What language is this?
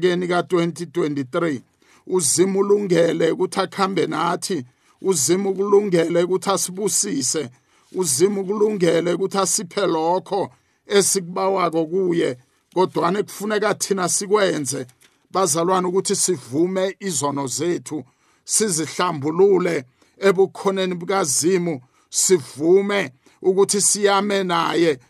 South Ndebele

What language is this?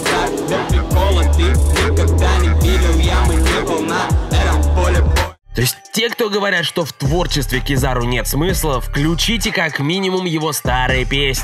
Russian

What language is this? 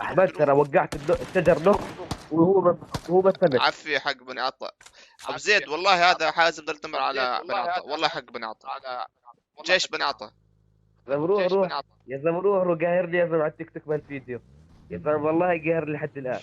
North Levantine Arabic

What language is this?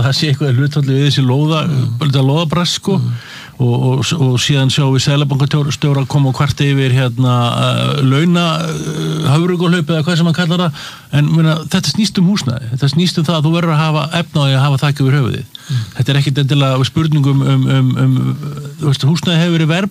Icelandic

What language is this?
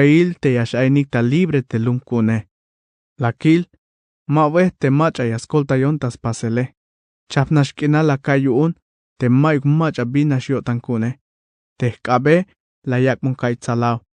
Tzeltal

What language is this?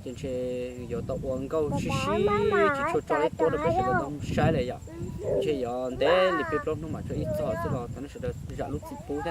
Hmong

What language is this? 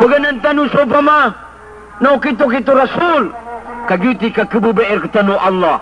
Maranao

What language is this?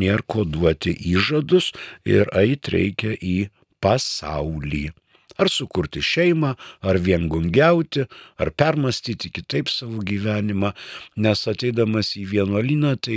Lithuanian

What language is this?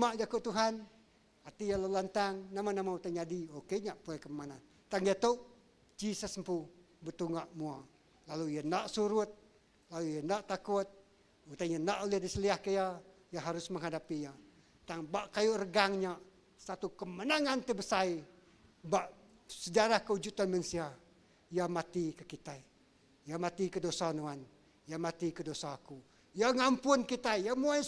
Iban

